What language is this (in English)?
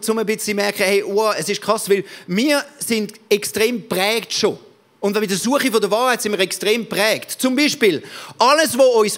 Swiss German